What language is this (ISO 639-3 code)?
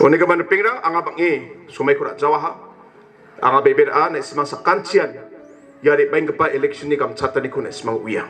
grt